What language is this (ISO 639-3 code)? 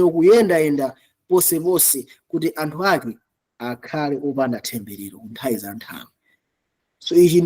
nya